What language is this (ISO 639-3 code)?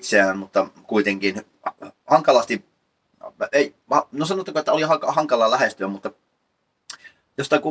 fin